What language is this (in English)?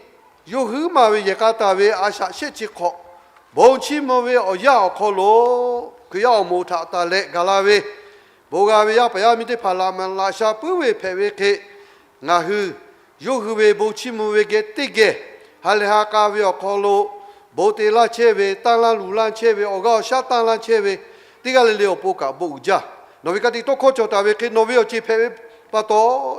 Lahu